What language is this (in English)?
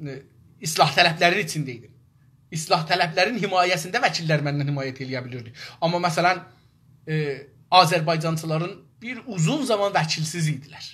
South Azerbaijani